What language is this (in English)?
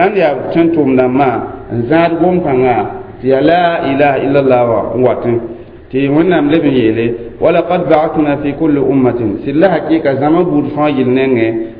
Mossi